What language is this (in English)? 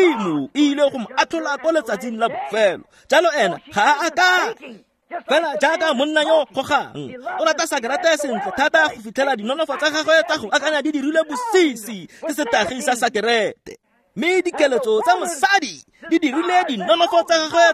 Tswana